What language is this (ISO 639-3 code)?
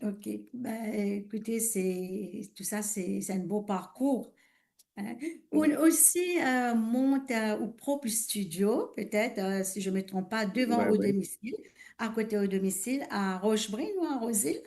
mfe